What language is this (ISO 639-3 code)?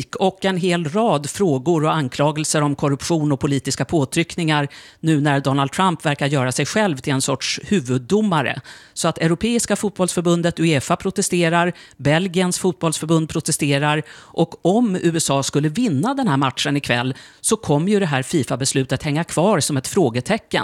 swe